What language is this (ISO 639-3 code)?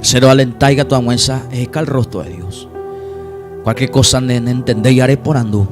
grn